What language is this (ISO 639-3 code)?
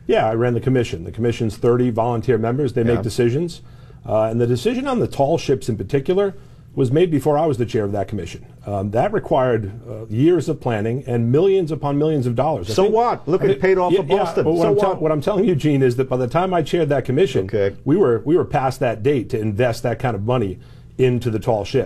eng